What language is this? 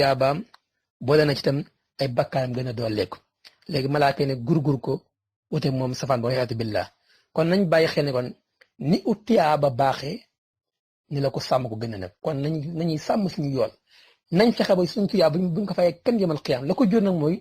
Wolof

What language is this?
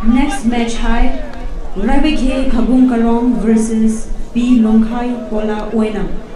Poumei Naga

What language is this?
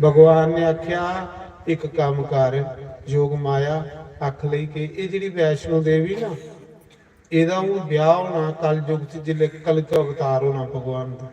Dogri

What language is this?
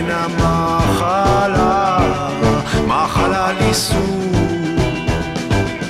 Greek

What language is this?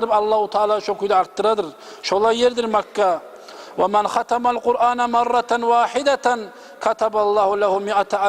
Kumyk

